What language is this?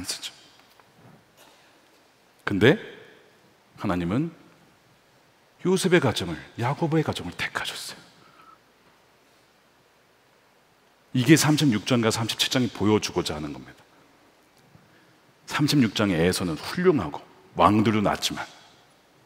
Korean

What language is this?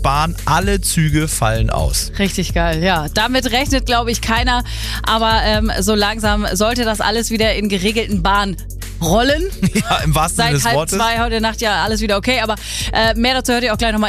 German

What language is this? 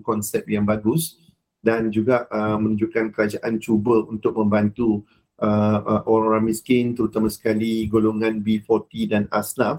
Malay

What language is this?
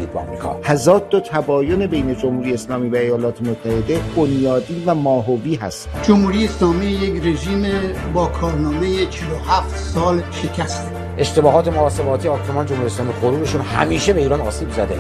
Persian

